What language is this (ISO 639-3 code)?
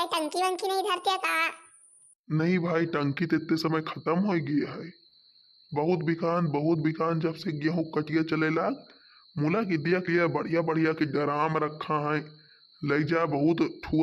awa